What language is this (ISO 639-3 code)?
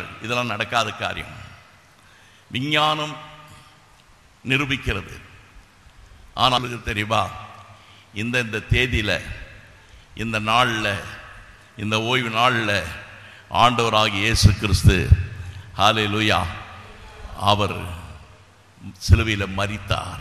tam